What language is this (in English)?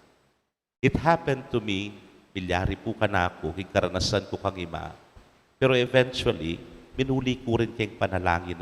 Pampanga